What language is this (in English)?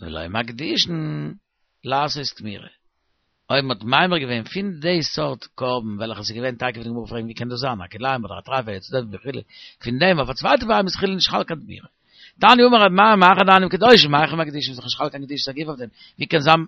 Yiddish